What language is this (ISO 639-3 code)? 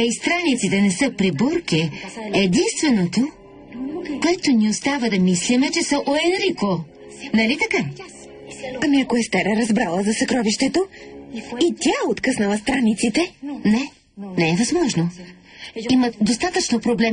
bul